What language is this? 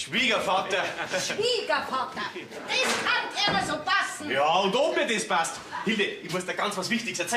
Bavarian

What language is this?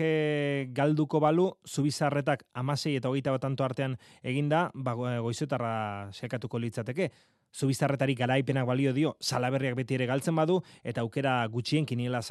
Basque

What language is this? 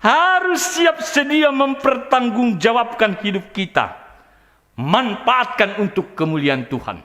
Batak Simalungun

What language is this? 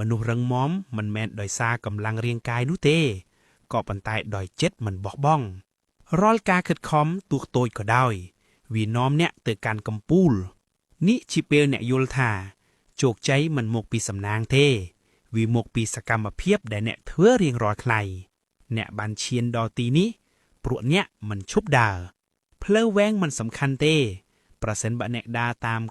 Khmer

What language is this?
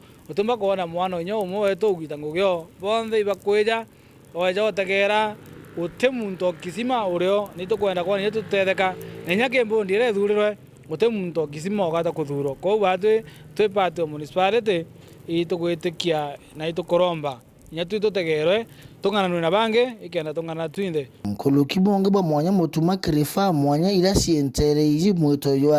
Meru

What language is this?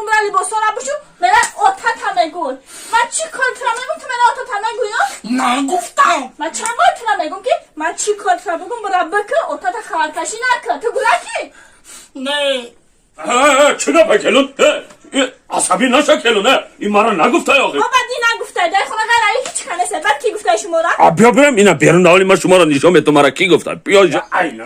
Tajik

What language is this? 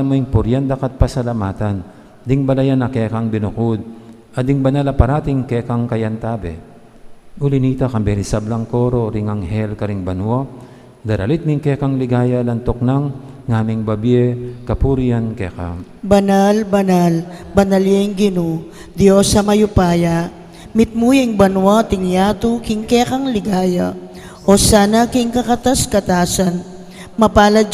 Pampanga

